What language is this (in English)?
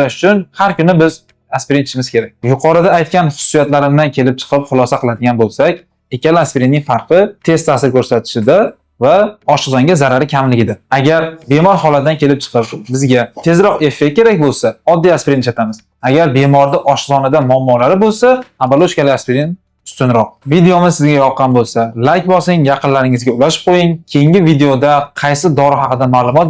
Uzbek